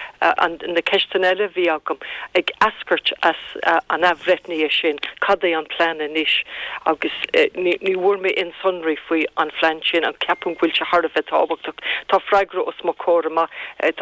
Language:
Irish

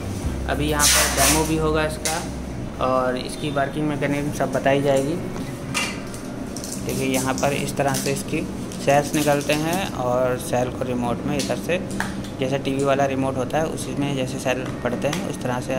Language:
Hindi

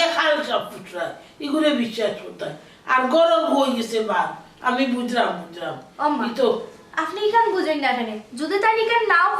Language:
Sylheti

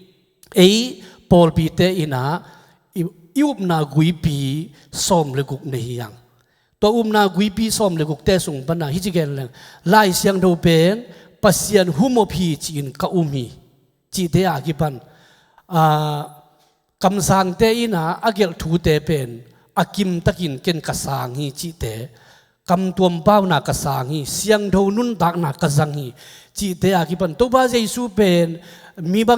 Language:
Tedim Chin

